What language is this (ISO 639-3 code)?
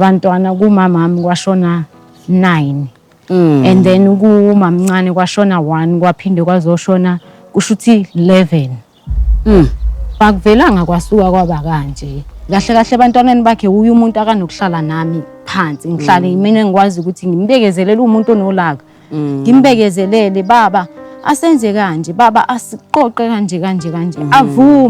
zul